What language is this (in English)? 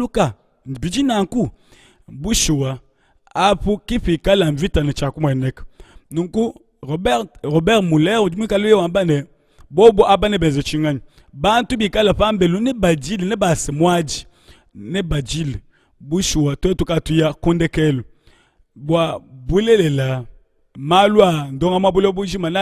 Luba-Lulua